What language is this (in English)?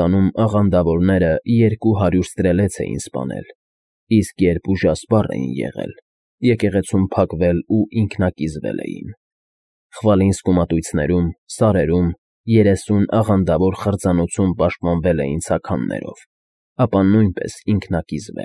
Armenian